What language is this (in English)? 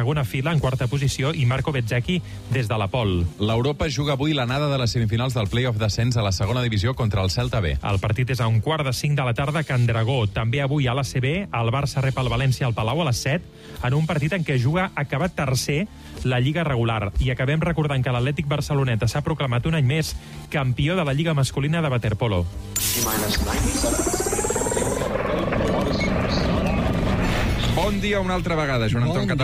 Catalan